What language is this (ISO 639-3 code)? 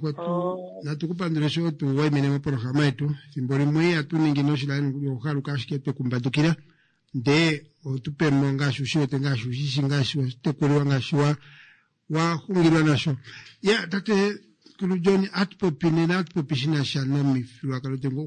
kua